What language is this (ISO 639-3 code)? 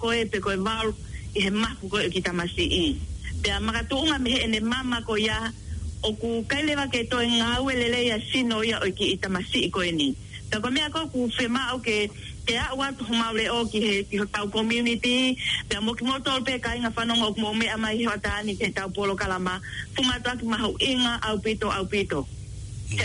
ton